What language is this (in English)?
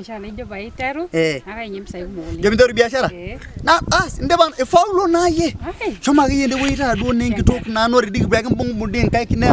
Masai